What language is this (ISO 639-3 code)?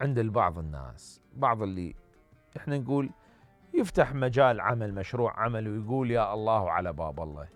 acm